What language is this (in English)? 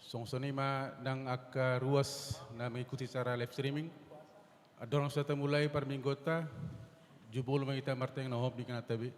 Batak Toba